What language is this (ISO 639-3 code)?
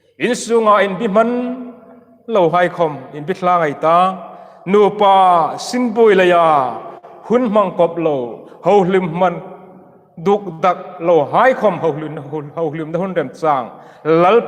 hmr